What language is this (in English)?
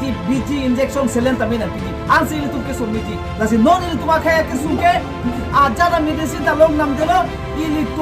Karbi